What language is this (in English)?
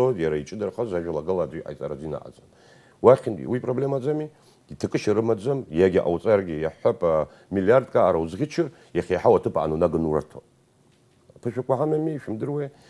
Abkhazian